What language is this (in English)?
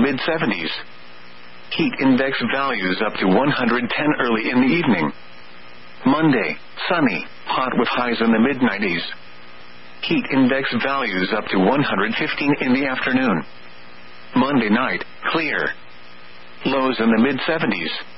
English